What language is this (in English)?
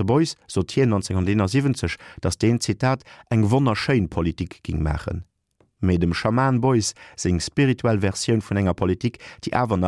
Luxembourgish